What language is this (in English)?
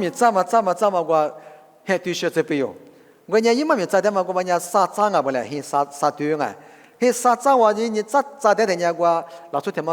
Lisu